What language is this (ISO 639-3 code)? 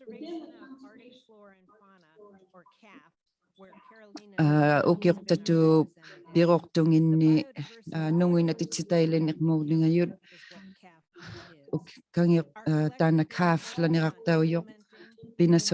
iku